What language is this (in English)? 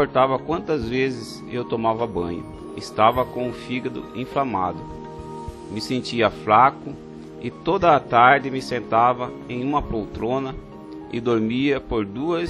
Portuguese